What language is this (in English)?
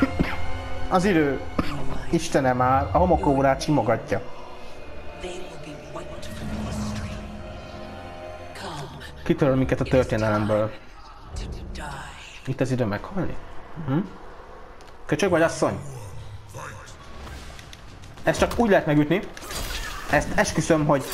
Hungarian